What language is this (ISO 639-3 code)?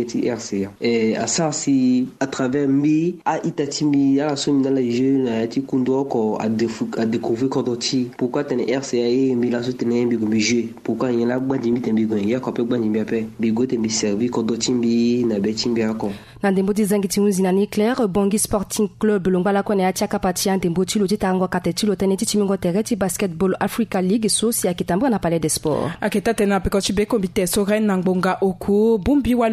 sag